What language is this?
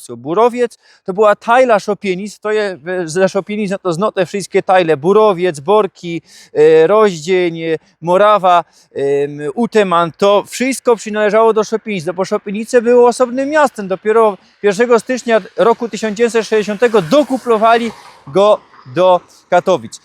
Silesian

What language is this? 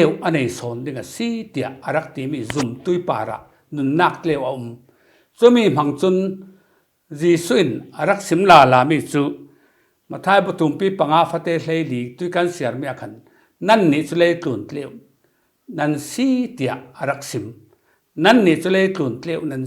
Falam Chin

